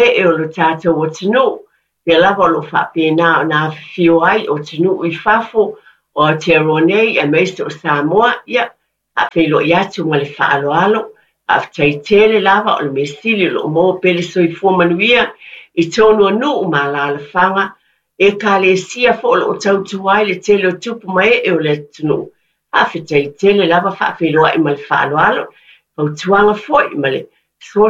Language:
Samoan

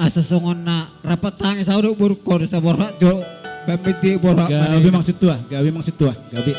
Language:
Batak Toba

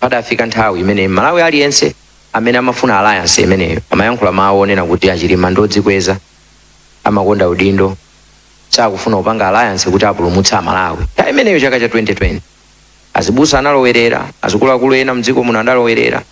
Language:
Nyanja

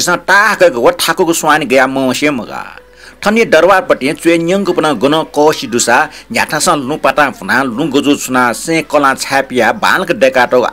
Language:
Newari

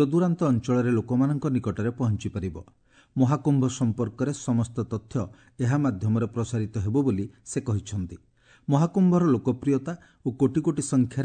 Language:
Odia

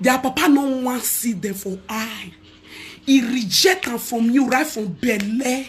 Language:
Nigerian Pidgin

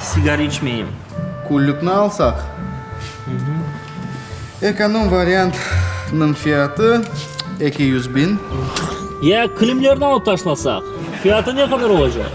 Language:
Crimean Tatar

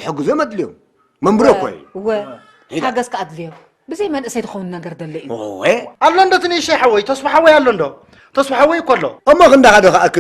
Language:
Tigrinya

